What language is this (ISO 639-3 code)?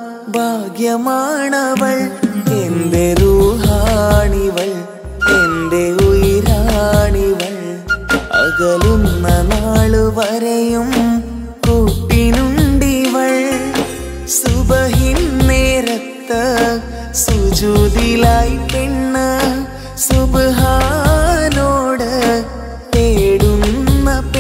mal